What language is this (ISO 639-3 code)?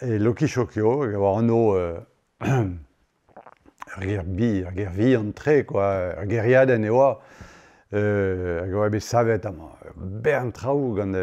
bre